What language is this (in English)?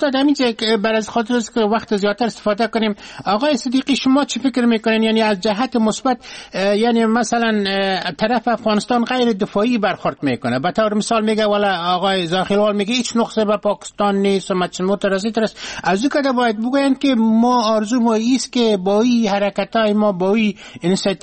Persian